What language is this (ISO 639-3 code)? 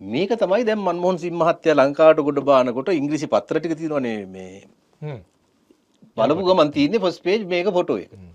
sin